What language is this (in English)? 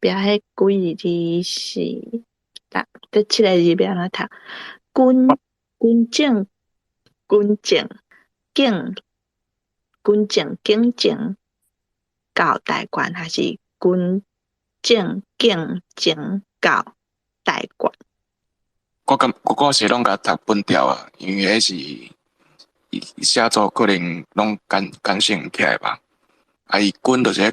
Min Nan Chinese